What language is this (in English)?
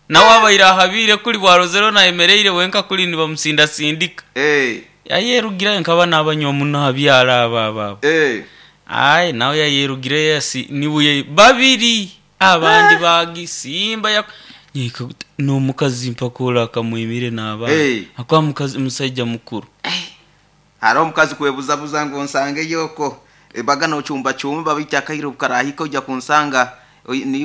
Nyoro